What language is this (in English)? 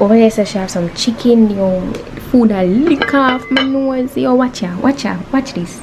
Jamaican Creole English